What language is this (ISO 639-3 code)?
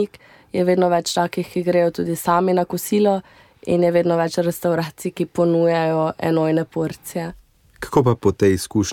slv